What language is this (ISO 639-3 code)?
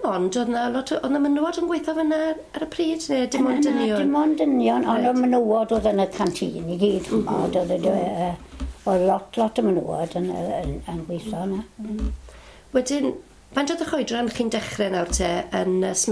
cym